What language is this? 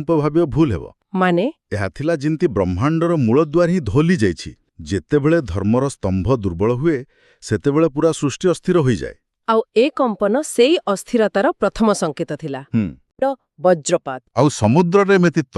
Odia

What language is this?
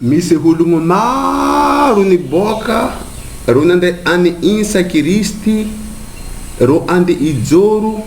Sakalava Malagasy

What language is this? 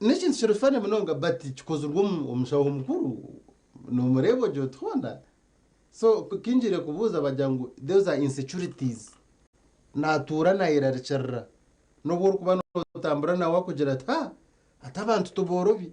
Nyankole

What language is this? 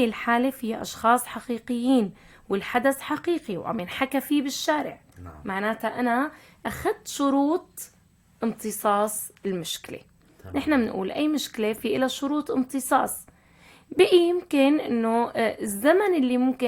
North Levantine Arabic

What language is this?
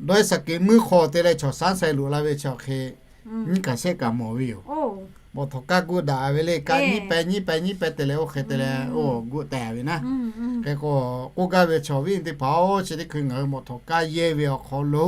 Lahu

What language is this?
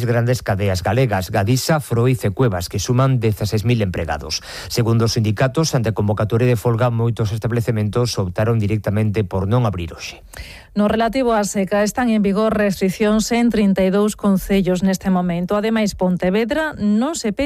Galician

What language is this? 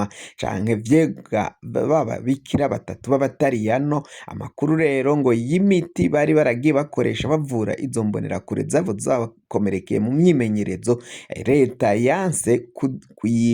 Rundi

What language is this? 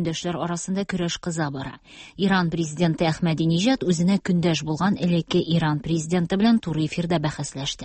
Tatar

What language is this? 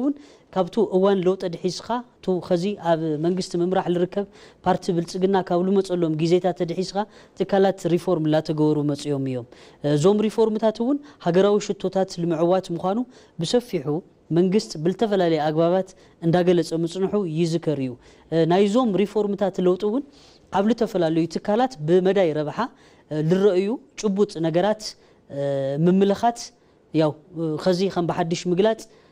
Tigrinya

